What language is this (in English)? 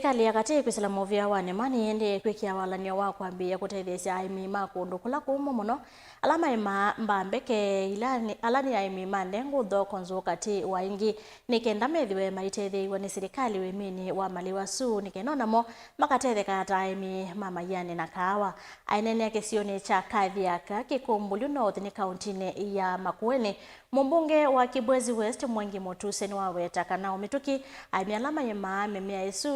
Kamba